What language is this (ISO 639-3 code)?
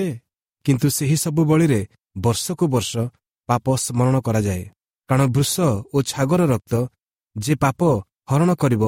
ori